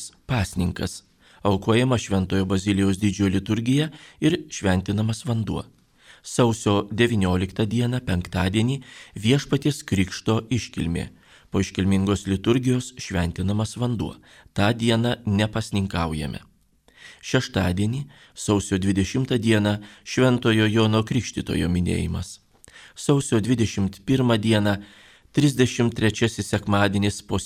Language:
Lithuanian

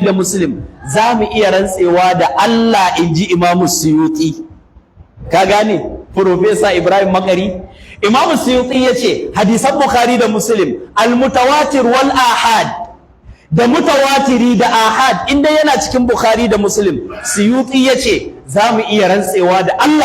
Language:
Hausa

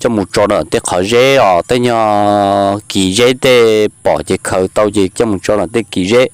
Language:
Hmong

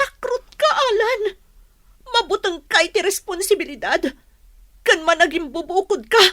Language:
Iloko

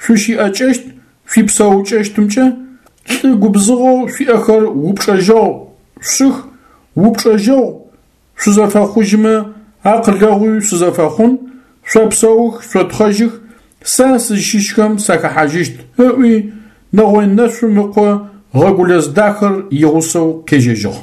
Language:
Adyghe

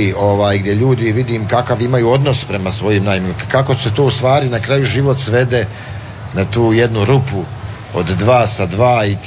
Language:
Croatian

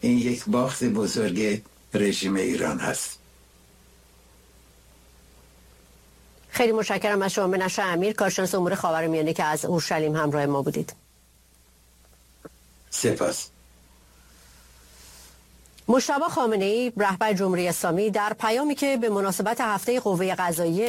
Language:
Persian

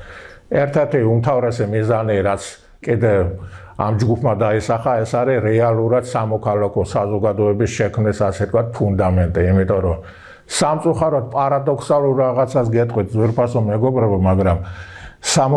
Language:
Georgian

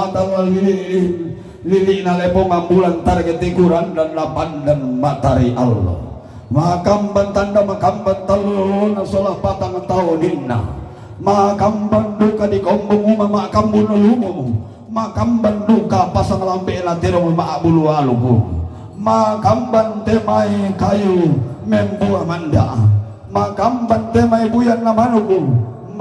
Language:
Toraja-Sa'dan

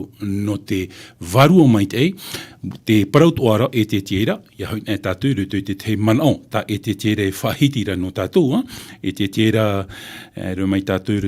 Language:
Tahitian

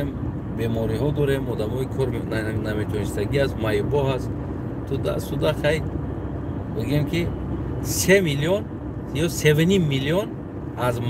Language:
Tajik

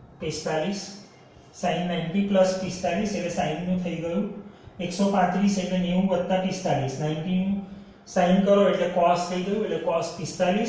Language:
Gujarati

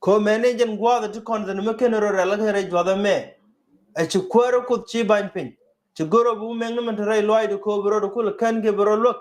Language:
Nuer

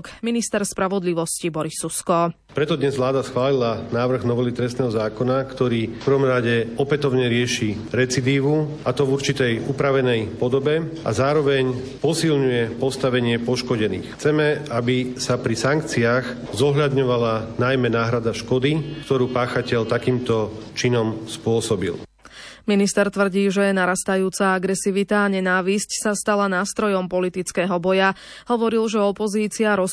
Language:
Slovak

